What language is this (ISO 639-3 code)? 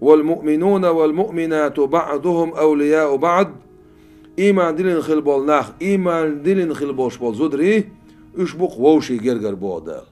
che